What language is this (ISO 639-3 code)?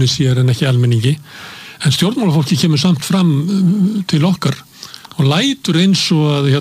isl